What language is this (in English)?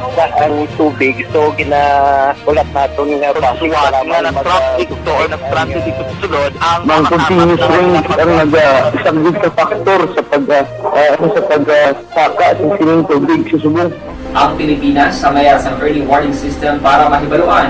Hiligaynon